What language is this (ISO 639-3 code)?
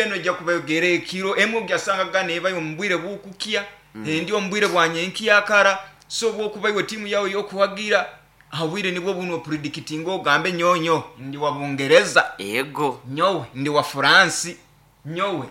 nyn